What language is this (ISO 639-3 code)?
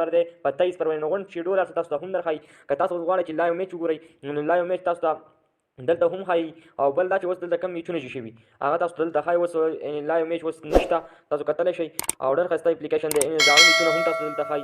pus